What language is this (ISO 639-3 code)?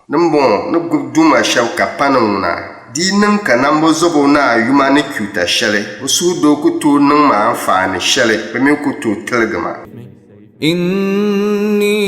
dag